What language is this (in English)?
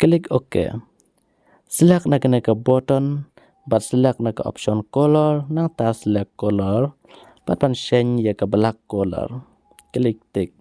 Khasi